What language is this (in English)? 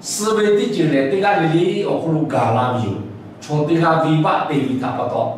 Lahu